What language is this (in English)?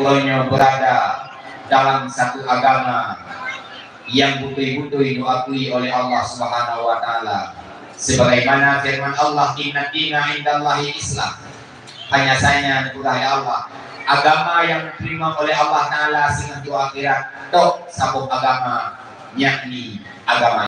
Achinese